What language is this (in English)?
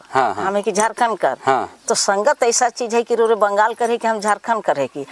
Sadri